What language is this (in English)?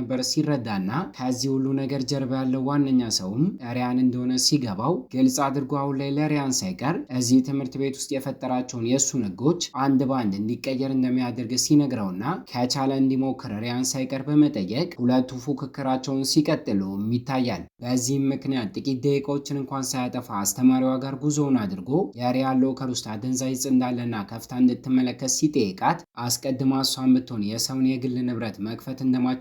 Amharic